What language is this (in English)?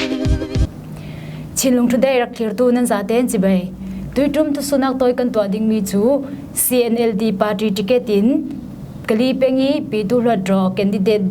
Falam Chin